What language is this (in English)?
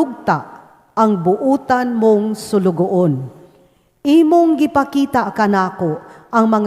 Cebuano